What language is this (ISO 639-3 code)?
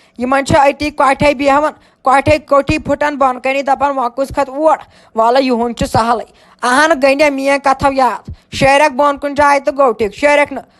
kas